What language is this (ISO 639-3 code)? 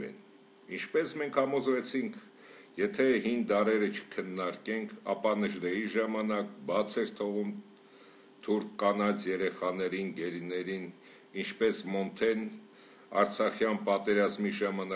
hye